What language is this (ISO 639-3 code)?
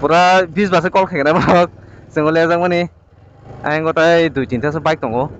trp